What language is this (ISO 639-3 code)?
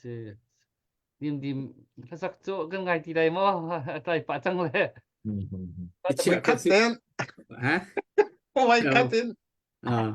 cnh